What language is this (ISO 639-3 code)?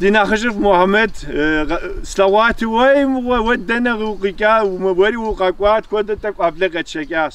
kbd